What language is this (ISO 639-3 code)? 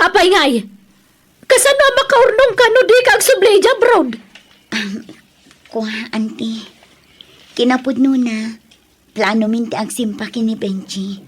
ilo